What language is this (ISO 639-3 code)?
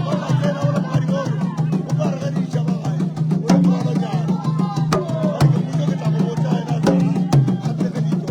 nso